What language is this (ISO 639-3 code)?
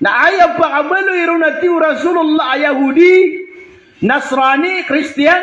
mrw